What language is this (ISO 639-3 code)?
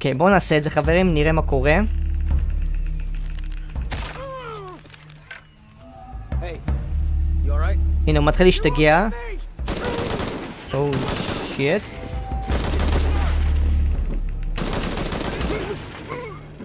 heb